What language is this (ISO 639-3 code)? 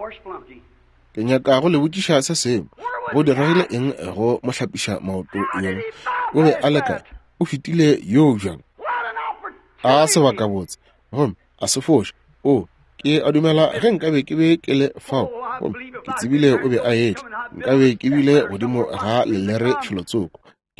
nso